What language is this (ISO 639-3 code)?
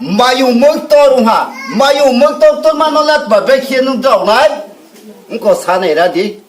ria